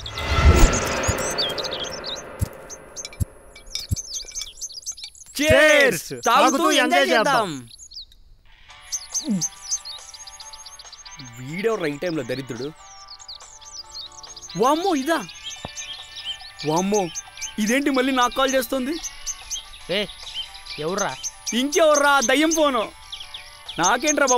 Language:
Telugu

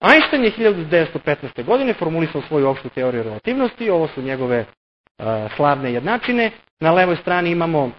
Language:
Serbian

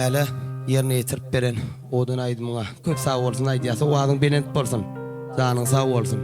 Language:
Turkmen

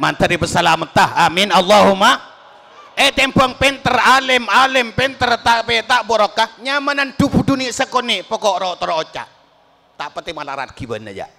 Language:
Madurese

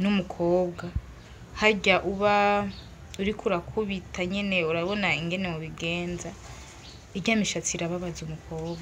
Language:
Rundi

